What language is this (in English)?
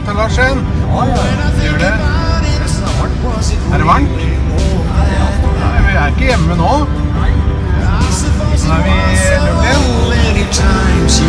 Norwegian